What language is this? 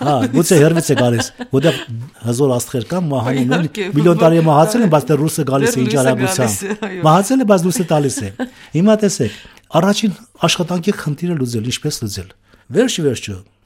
Armenian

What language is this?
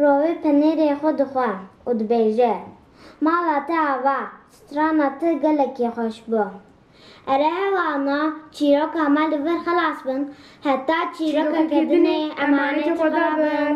Kurdish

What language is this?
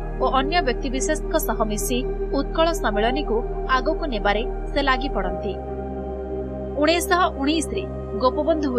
Odia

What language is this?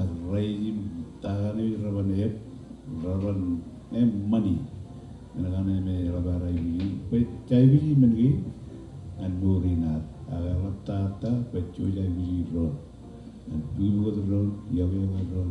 Marshallese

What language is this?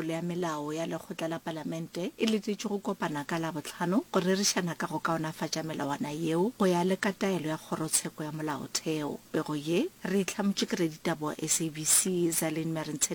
Northern Sotho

